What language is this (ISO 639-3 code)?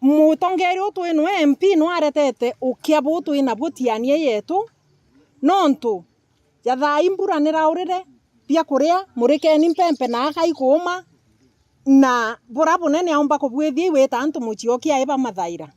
mer